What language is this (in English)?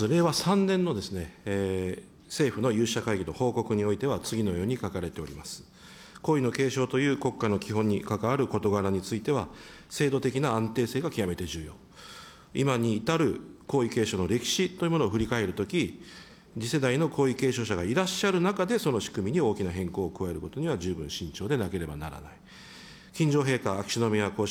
Japanese